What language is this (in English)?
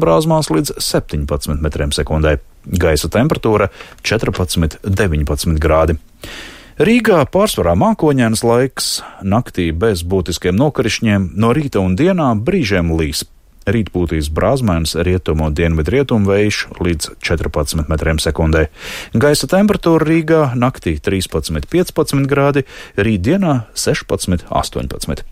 Latvian